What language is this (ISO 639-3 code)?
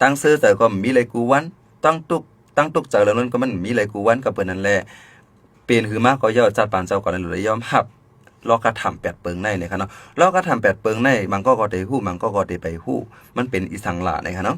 shn